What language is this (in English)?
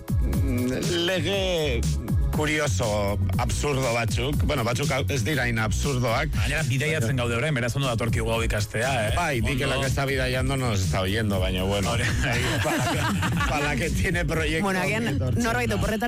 Basque